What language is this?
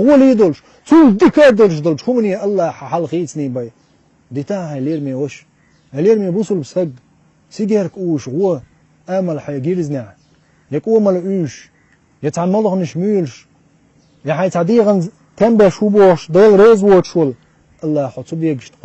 Chechen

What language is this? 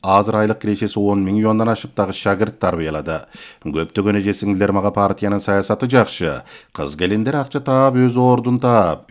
Kyrgyz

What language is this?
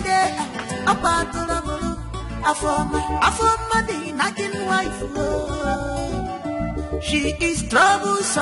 Nigerian Pidgin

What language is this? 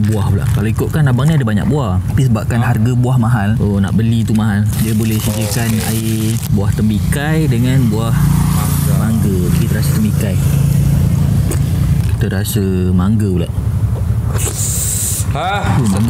Malay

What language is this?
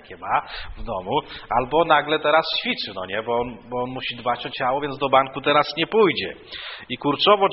Polish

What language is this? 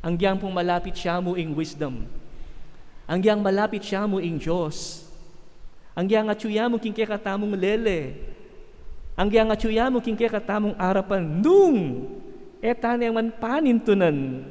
Pampanga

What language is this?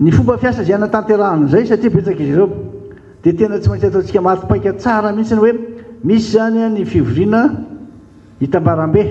Malagasy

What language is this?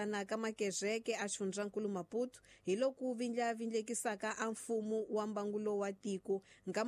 Tsonga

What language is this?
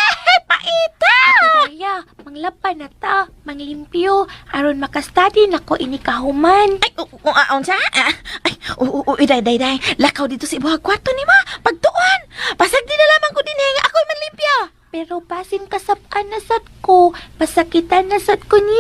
Cebuano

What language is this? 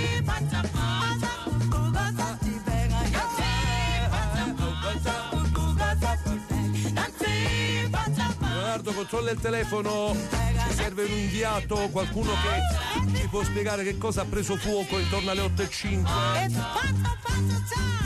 Italian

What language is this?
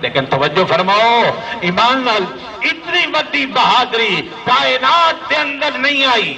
Saraiki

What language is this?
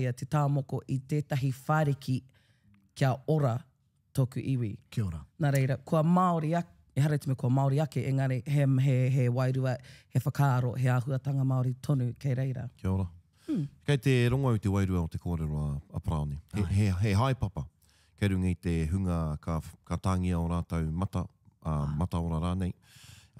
Māori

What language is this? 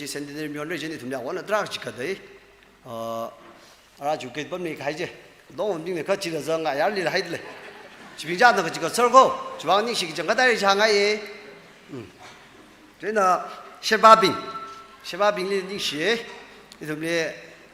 Tangkhul Naga (India)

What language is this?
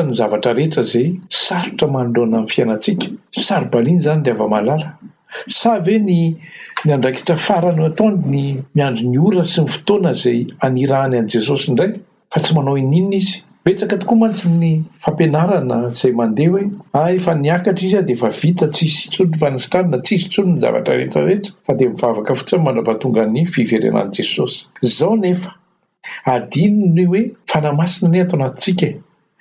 Malagasy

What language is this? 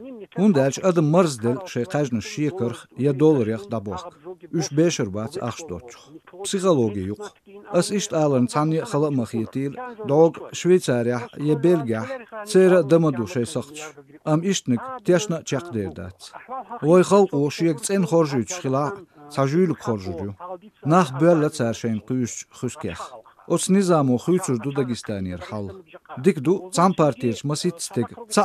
Chechen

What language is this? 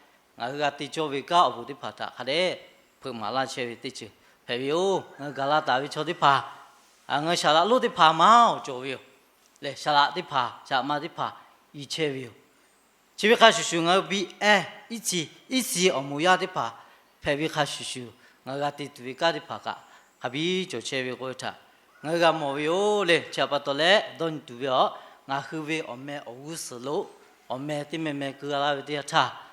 Lahu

